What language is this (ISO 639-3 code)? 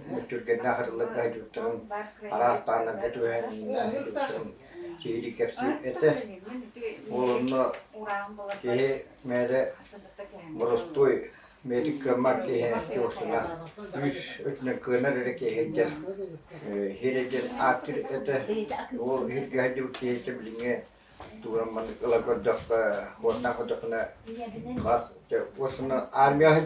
sah